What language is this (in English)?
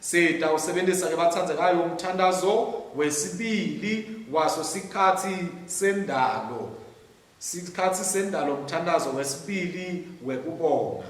Swati